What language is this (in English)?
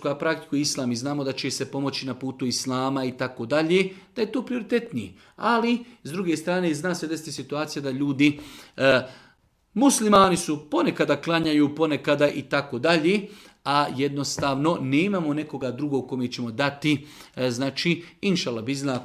Serbian